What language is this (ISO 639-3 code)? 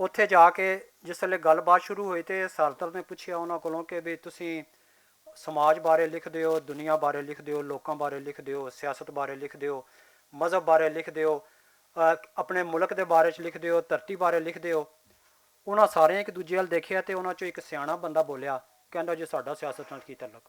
lah